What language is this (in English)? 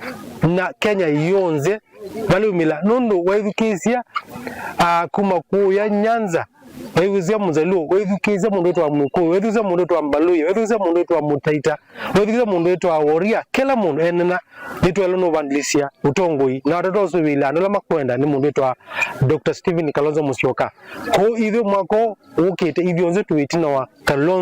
Kamba